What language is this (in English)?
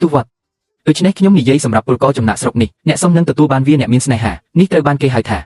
Khmer